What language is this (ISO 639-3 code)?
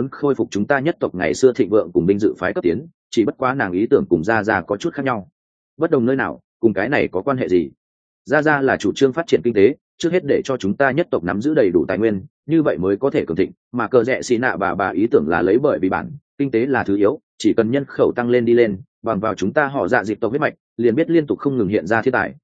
vie